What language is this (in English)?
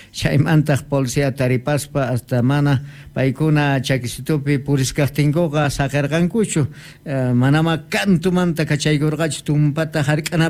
South Bolivian Quechua